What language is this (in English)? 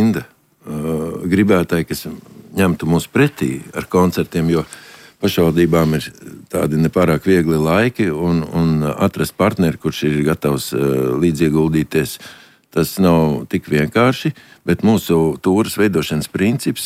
Latvian